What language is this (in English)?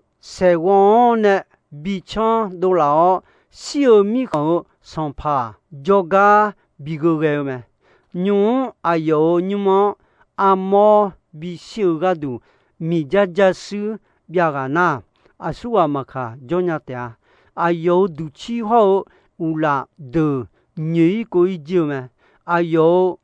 Akha